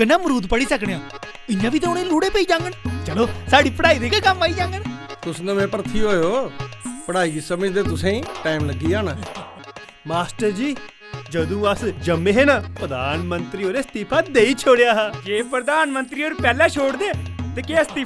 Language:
Dogri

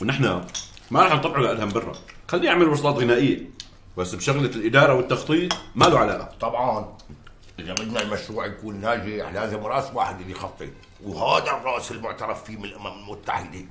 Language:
North Levantine Arabic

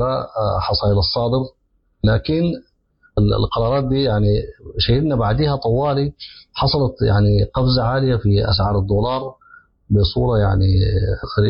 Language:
Sudanese Arabic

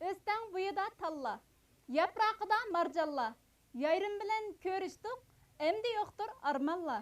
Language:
Uyghur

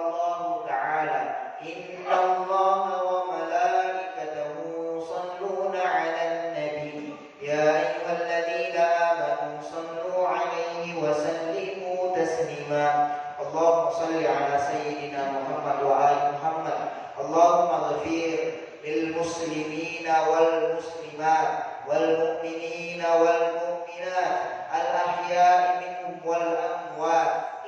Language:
Buginese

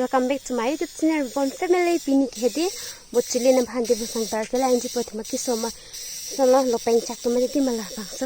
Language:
Karbi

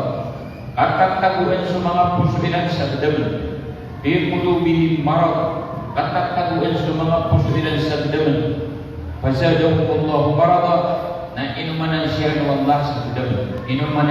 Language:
Maranao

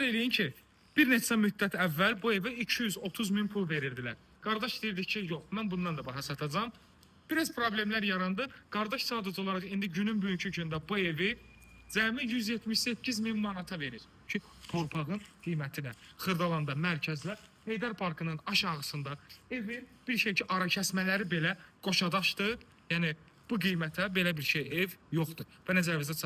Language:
Azerbaijani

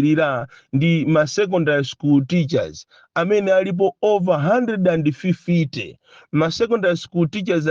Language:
Nyanja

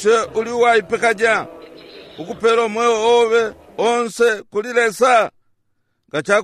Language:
Bemba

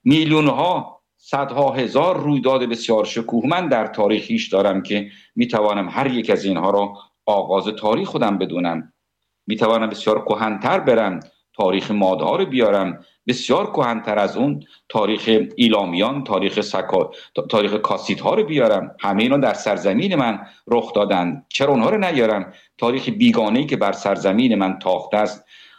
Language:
Persian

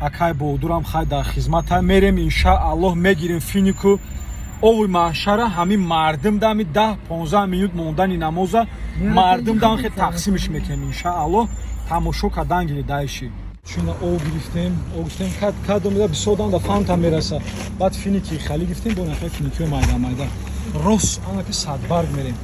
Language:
Tajik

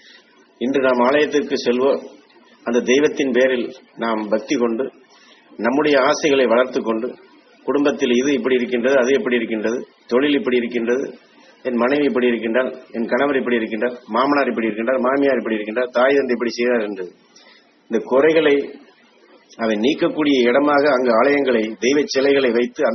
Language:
Tamil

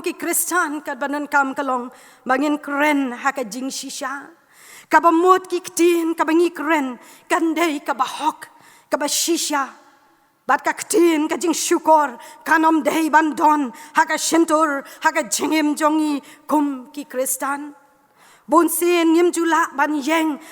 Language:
Khasi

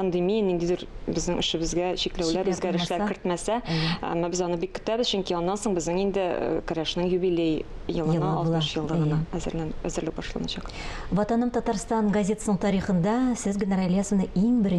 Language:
Tatar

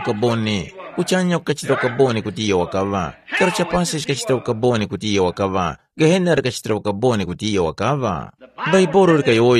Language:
Tumbuka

